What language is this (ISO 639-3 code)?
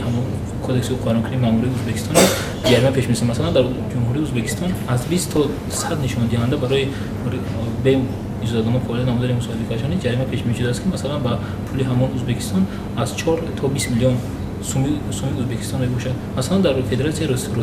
tgk